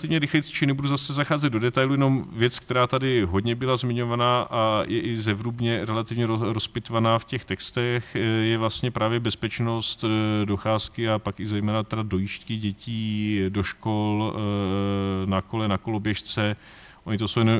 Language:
Czech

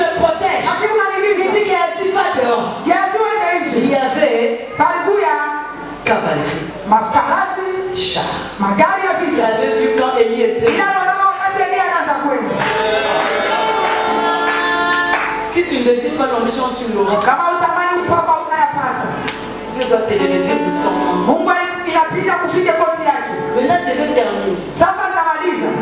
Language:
Swahili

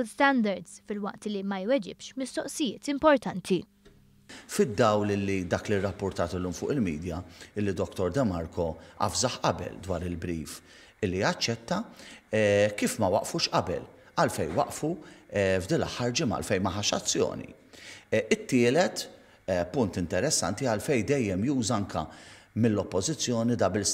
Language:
Maltese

